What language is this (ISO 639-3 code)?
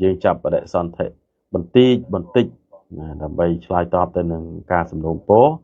khm